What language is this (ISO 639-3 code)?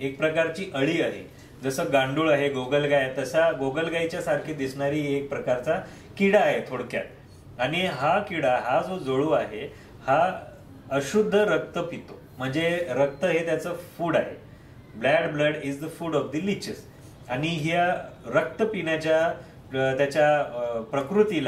mar